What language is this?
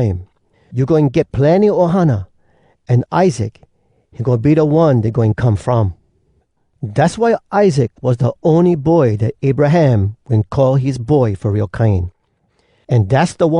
Hawai'i Creole English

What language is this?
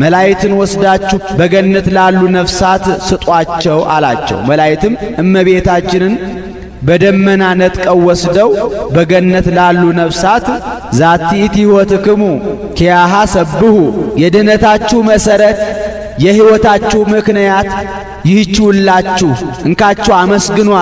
Amharic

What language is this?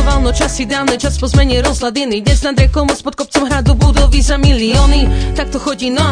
Slovak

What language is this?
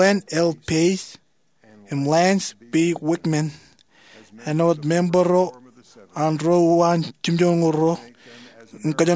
Marshallese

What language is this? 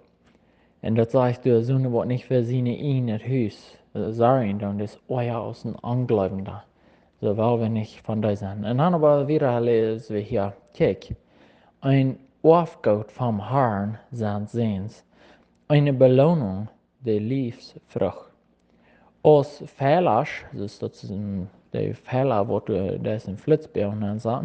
Plautdietsch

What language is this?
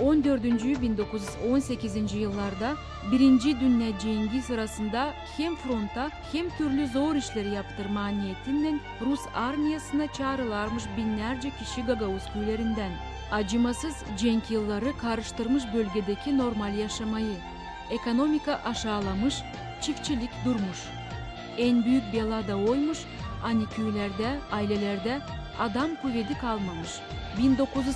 Gagauz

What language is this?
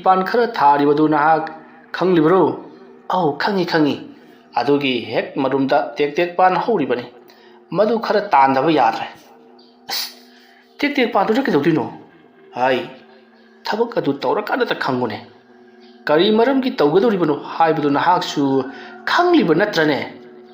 Manipuri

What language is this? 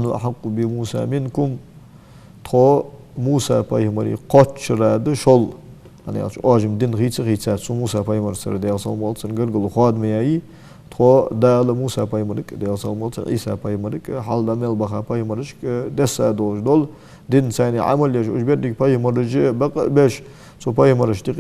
Ingush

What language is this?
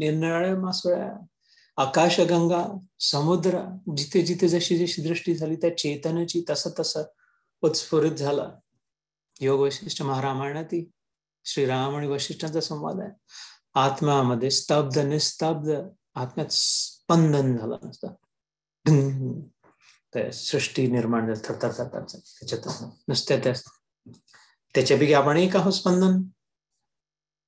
Marathi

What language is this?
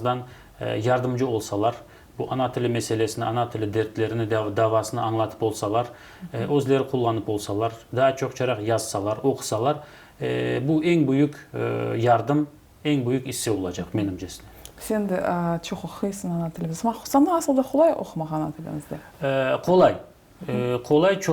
Crimean Tatar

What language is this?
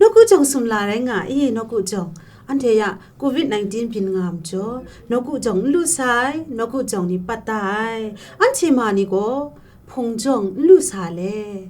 Kachin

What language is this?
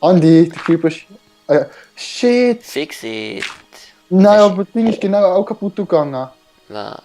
Swiss German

